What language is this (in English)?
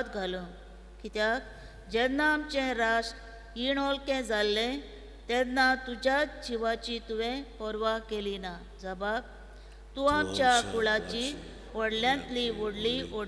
Konkani